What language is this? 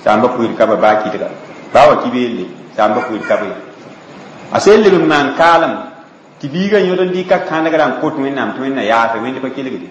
Mossi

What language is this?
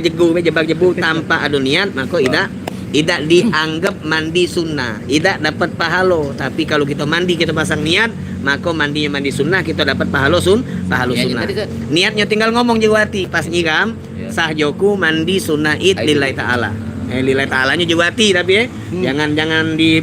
Musi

